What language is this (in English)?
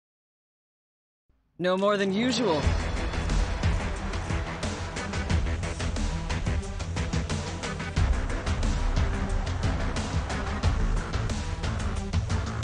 Japanese